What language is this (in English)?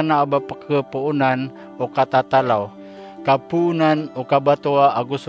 Maranao